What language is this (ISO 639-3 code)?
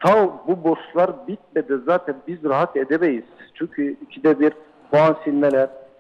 tur